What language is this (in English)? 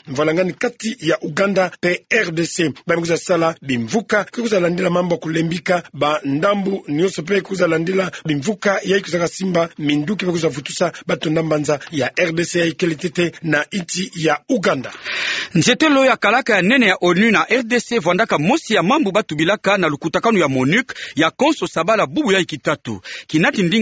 Kituba (Democratic Republic of Congo)